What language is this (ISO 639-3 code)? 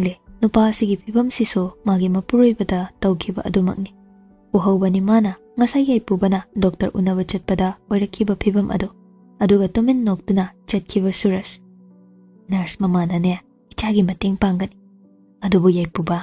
mni